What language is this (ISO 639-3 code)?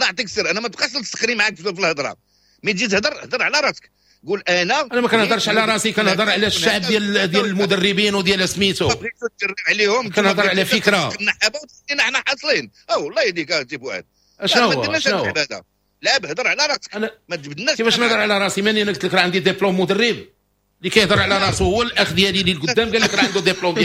ary